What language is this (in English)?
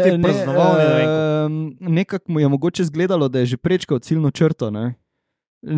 Slovenian